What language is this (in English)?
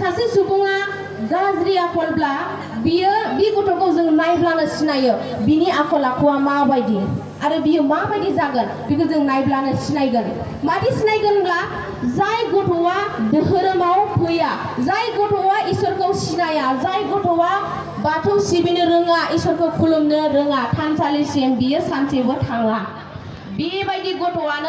Bodo